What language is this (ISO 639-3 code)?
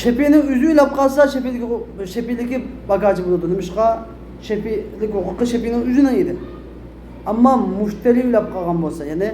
uig